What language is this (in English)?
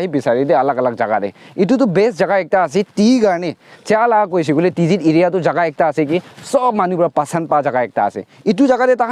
Naga Pidgin